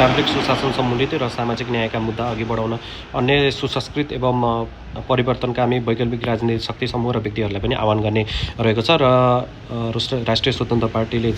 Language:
Nepali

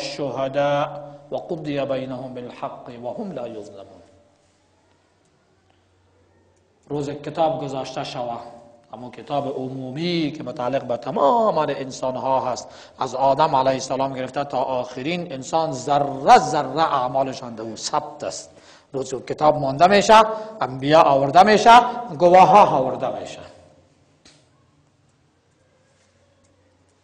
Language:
Persian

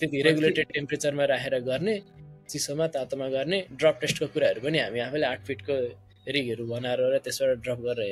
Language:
Nepali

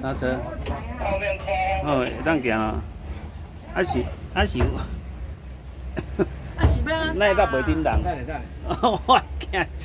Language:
Min Nan Chinese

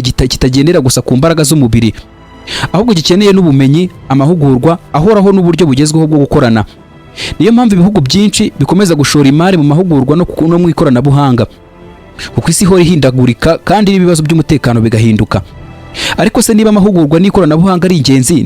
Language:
Kinyarwanda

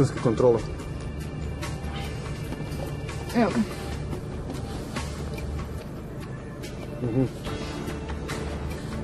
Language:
Croatian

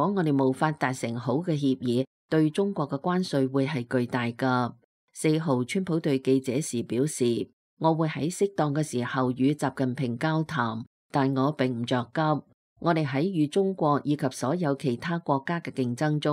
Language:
Cantonese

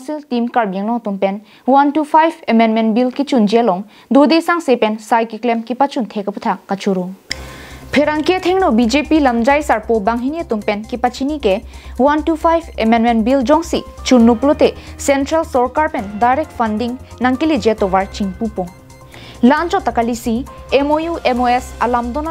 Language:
Karbi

